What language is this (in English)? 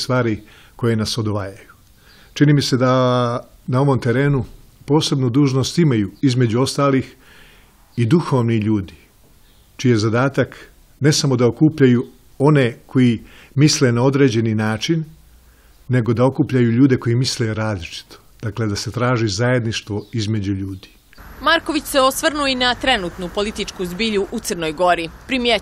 Serbian